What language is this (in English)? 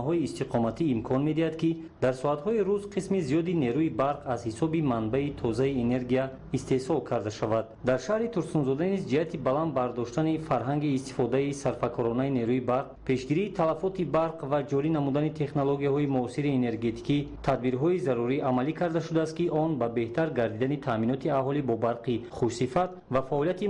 Tajik